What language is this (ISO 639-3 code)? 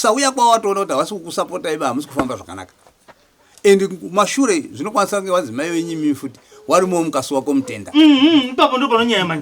sna